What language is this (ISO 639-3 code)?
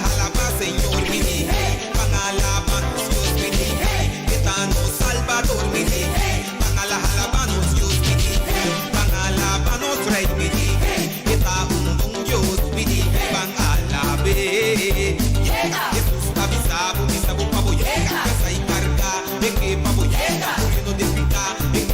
pap